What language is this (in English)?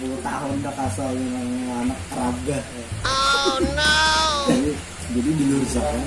Banjar